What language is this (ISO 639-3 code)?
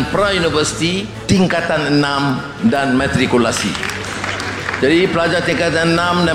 msa